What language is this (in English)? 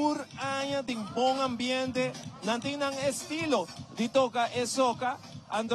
Papiamento